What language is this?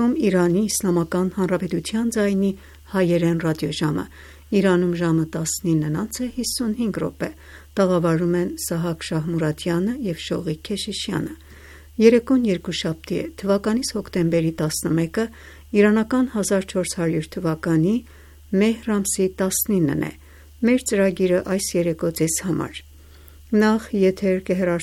Armenian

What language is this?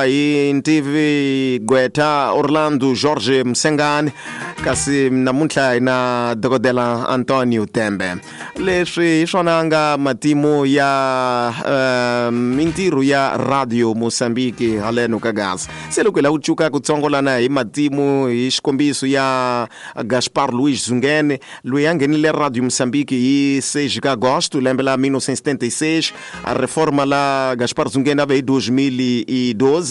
Tsonga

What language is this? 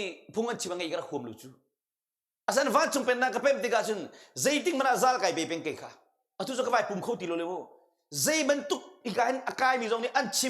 Hakha Chin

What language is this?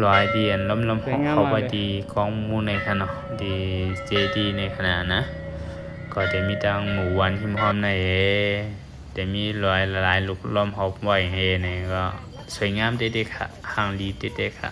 Shan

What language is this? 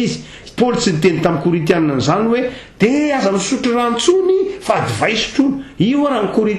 Malagasy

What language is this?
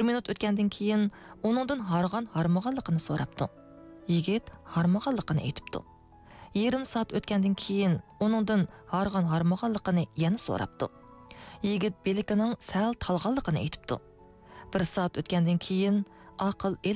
Uyghur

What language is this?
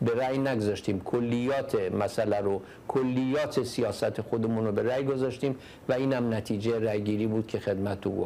Persian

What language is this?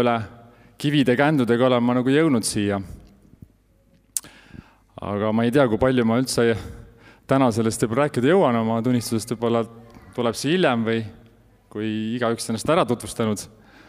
Estonian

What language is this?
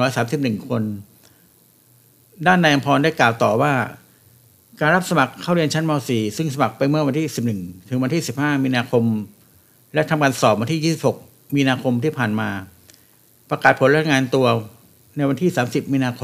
Thai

